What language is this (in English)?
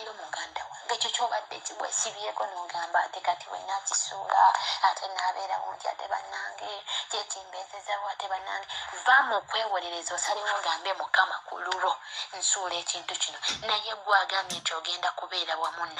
Ganda